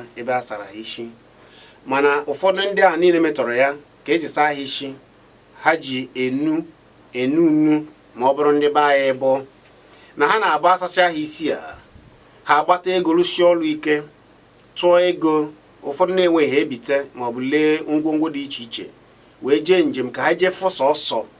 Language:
Igbo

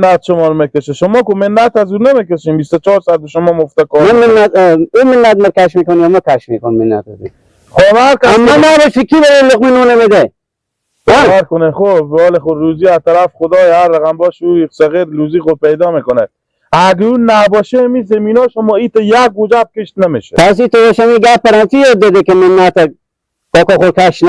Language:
Hazaragi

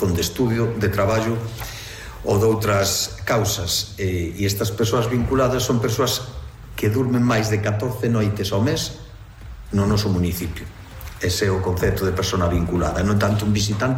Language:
Galician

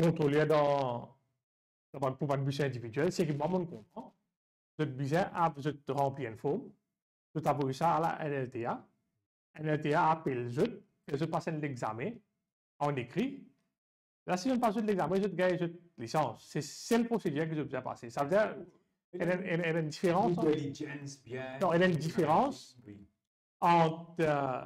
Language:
Morisyen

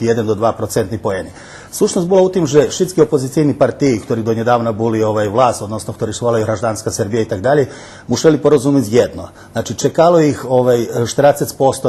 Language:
Rusyn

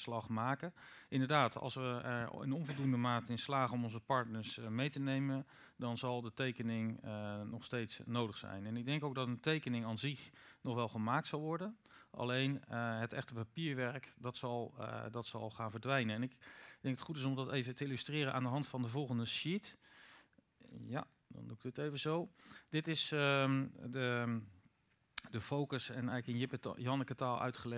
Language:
Dutch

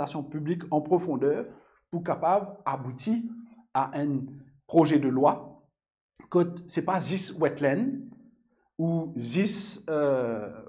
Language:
Morisyen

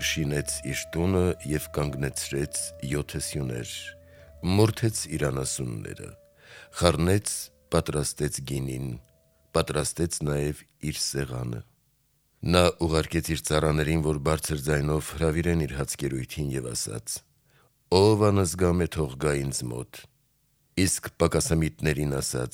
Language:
Armenian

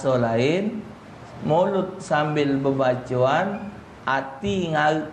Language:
Musi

